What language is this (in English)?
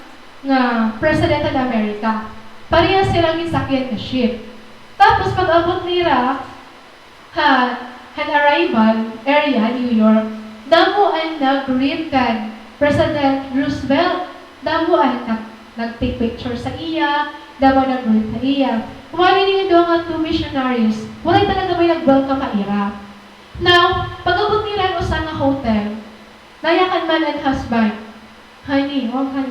Waray